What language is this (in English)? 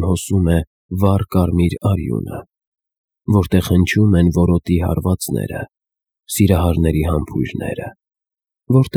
Armenian